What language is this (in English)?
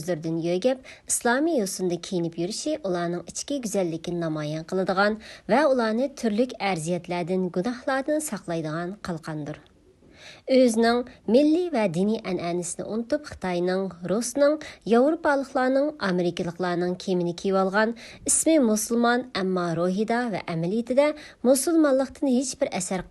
Uyghur